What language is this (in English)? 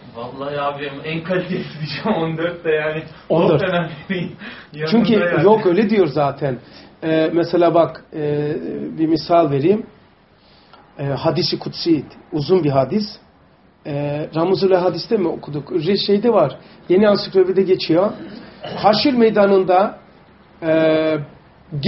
Turkish